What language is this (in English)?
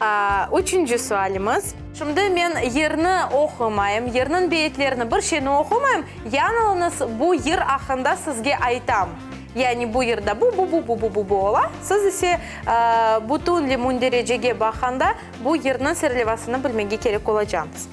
Crimean Tatar